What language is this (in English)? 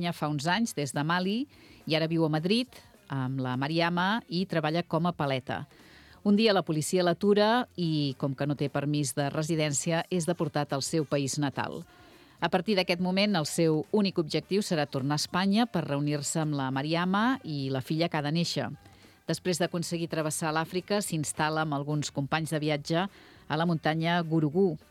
Catalan